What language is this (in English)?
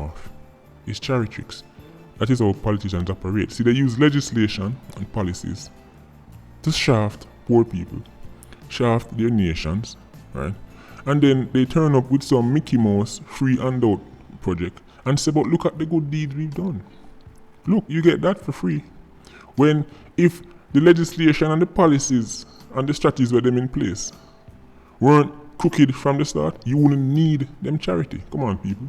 Jamaican Creole English